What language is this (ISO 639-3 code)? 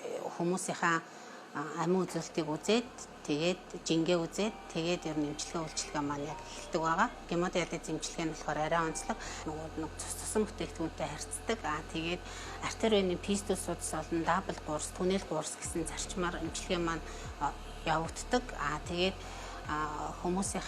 mon